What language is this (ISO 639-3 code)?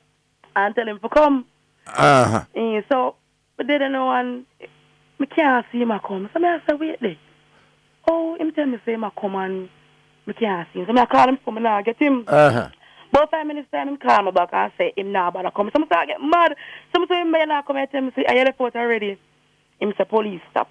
jam